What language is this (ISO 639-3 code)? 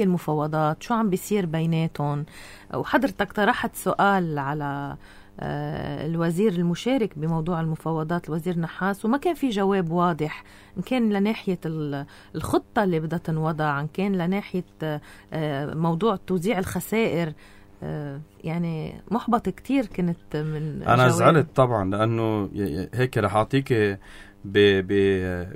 apc